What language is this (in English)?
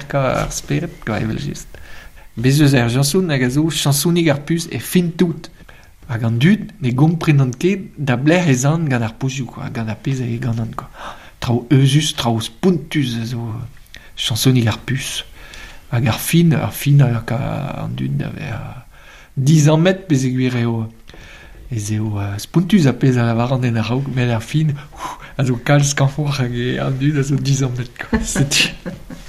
Breton